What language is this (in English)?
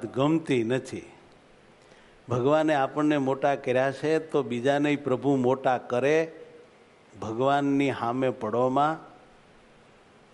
Gujarati